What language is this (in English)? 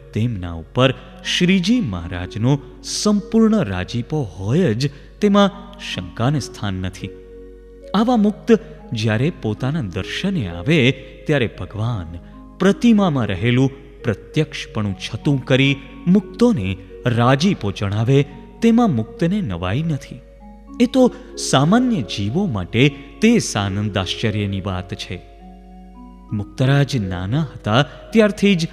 Gujarati